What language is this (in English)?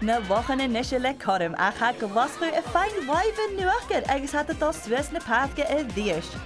Scottish Gaelic